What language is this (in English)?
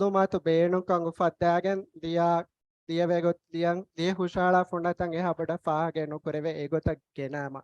Divehi